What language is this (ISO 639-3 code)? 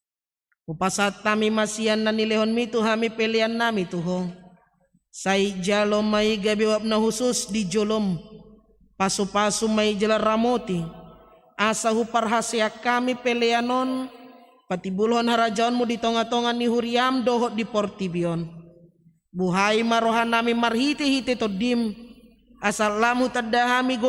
bbc